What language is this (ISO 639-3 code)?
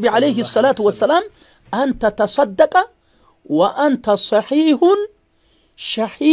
orm